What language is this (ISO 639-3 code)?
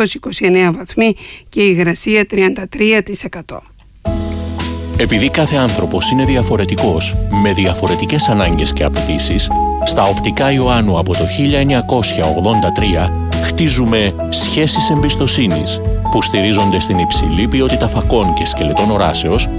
ell